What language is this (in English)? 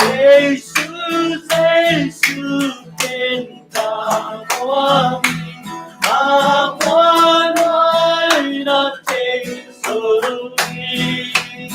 Tedim Chin